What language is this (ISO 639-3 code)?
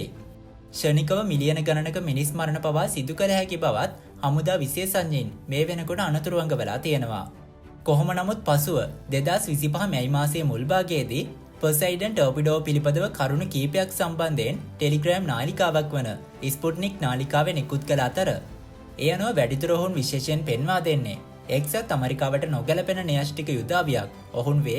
sin